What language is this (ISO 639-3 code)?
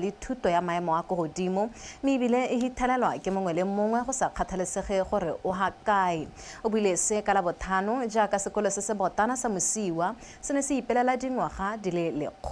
tsn